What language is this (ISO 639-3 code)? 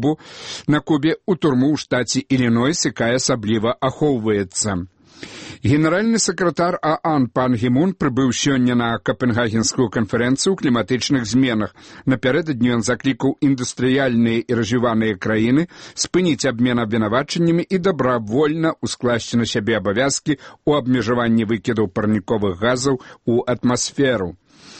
bel